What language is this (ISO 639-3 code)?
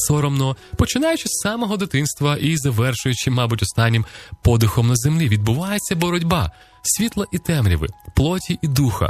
ukr